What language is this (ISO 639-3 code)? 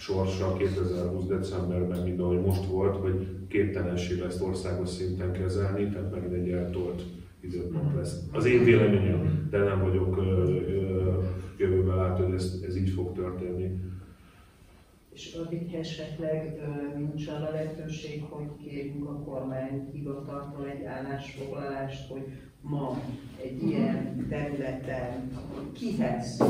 hun